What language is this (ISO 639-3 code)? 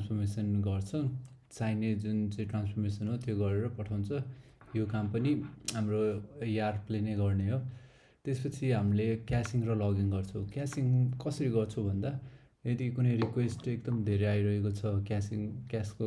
nep